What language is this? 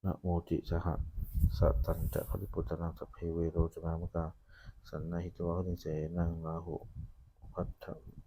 Pali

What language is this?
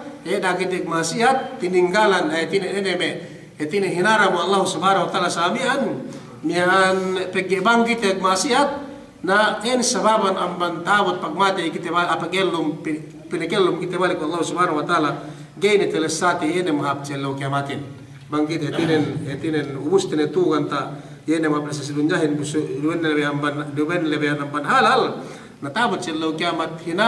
Yakan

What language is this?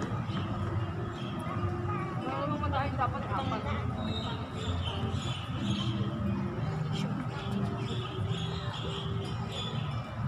Filipino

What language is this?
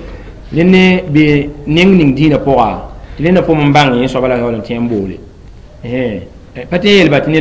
Mossi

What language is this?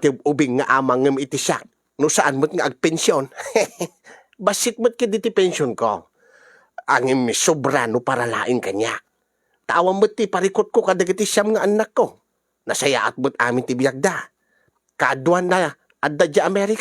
Iloko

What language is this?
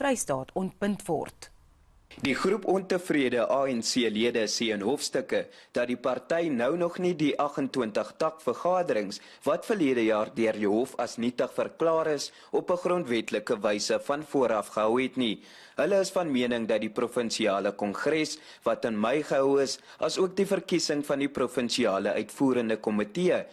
Afrikaans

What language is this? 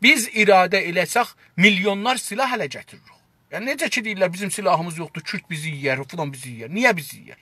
South Azerbaijani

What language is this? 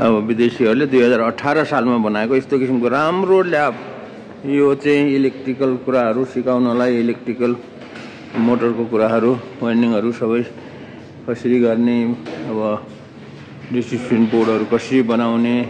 Nepali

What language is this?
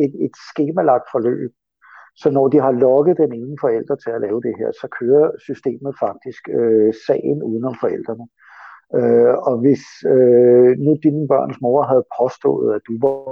Danish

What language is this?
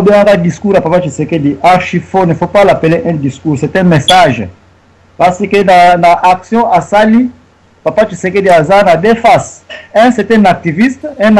Lingala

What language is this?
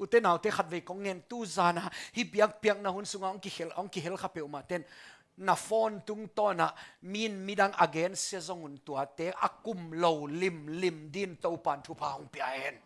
Tedim Chin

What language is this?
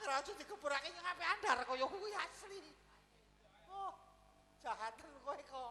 Javanese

